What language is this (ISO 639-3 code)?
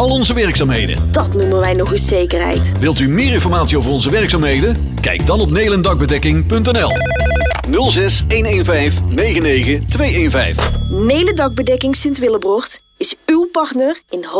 nld